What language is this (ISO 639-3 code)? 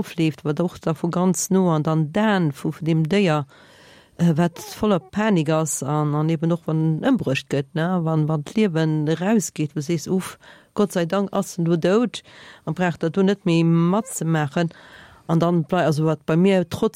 ltz